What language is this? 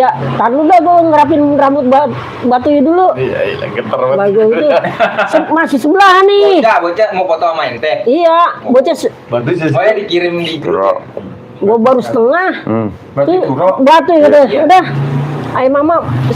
Betawi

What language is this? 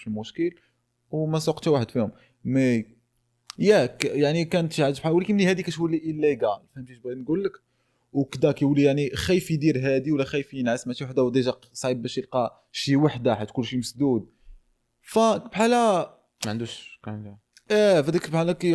Moroccan Arabic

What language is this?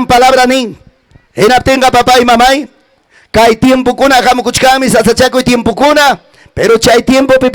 Ayacucho Quechua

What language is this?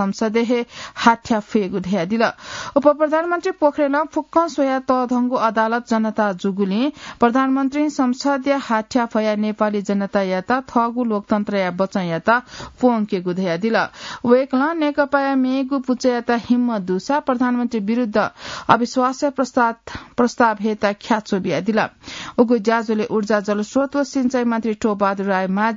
Newari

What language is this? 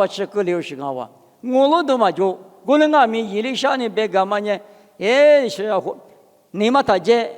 Lisu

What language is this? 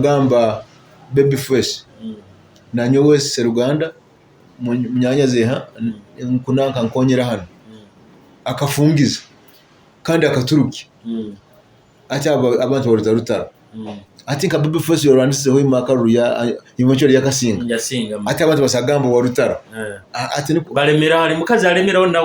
Nyoro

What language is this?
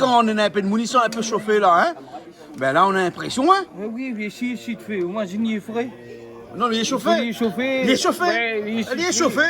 Réunion Creole French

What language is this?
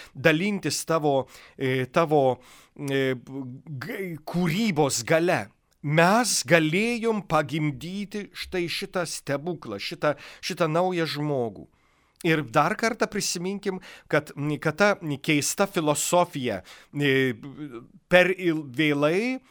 Lithuanian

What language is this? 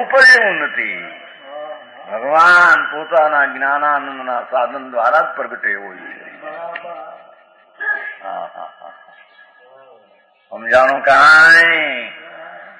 Gujarati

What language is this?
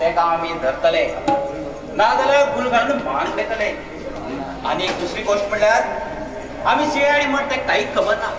Konkani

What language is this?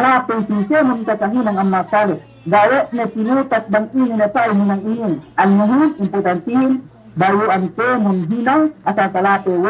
Yakan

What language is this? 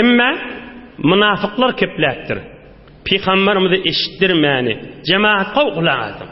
Turkmen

